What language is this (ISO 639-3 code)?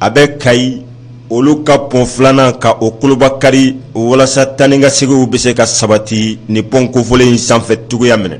bam